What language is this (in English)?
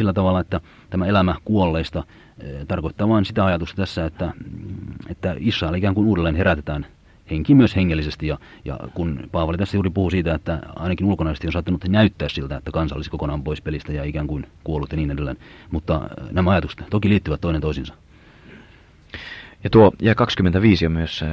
Finnish